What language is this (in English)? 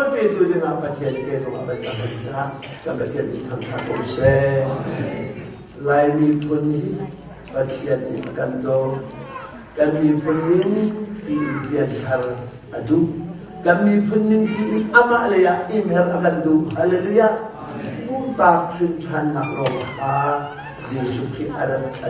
Hakha Chin